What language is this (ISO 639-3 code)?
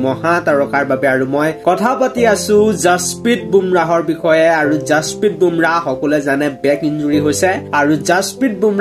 asm